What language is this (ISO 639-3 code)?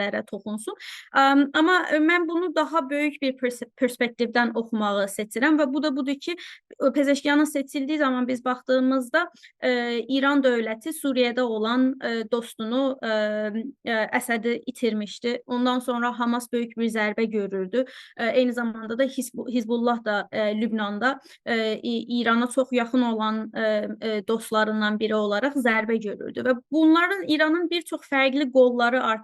aze